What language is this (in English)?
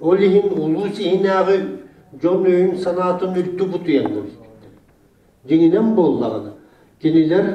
Yakut